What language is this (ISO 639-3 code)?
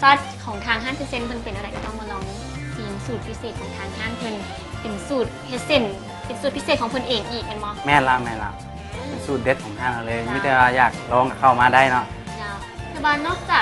lao